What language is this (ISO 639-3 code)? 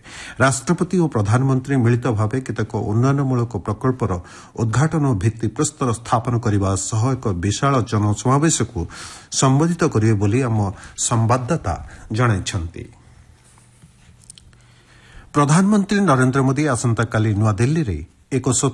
ori